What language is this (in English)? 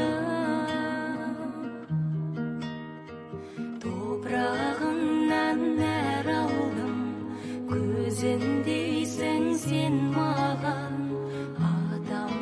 Kazakh